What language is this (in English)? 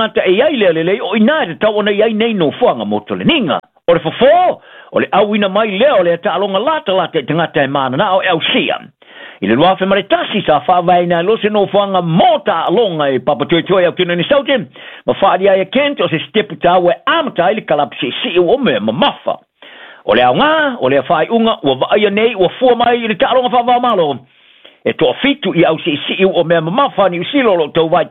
Samoan